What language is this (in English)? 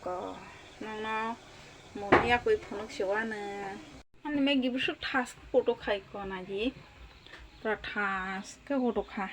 Kok Borok